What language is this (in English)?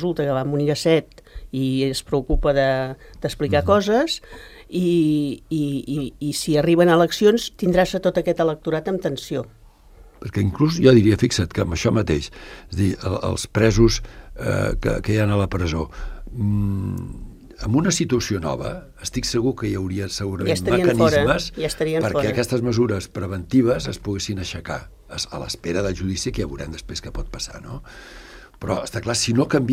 Catalan